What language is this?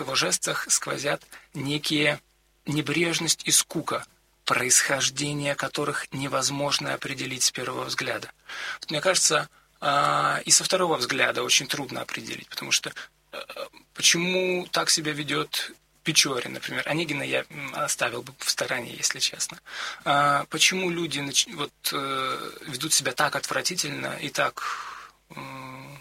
Russian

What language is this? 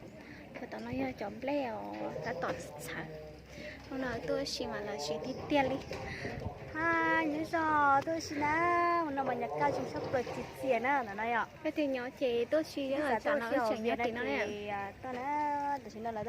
Hmong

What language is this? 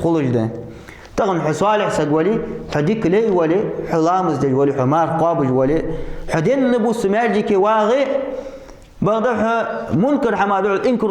Ingush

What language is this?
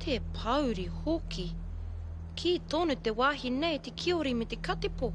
Māori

